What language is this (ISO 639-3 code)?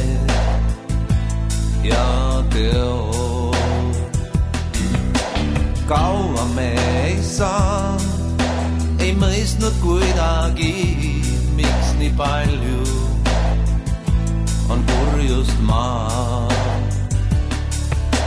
est